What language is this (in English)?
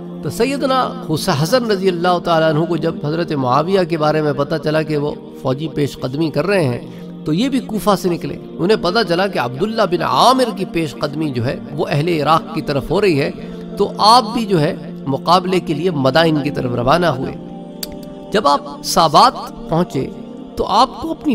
Urdu